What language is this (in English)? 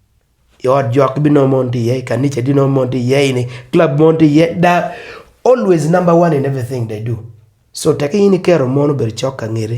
Acoli